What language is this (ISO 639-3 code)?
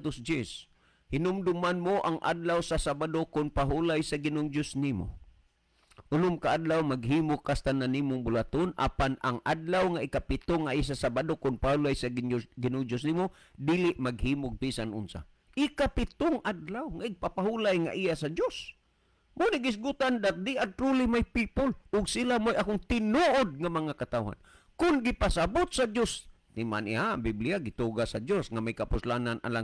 ceb